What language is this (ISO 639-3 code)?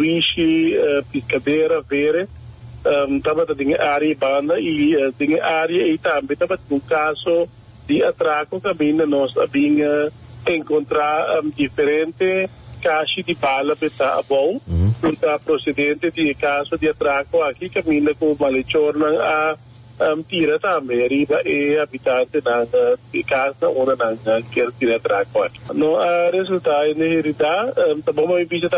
pap